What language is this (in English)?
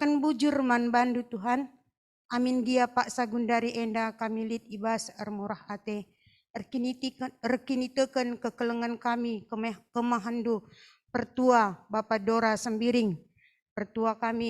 Batak Karo